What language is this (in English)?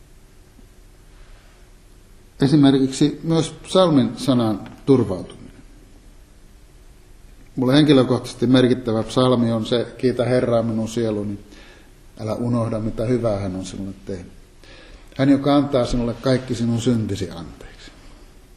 Finnish